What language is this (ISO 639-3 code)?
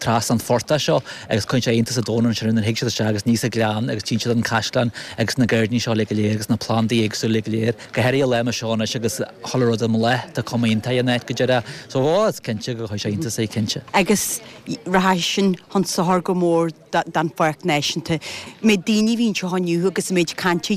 gle